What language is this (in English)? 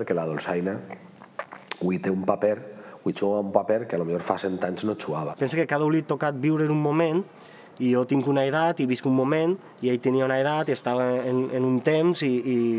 Catalan